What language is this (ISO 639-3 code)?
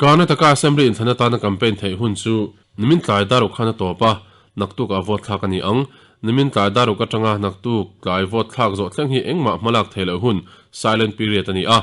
lus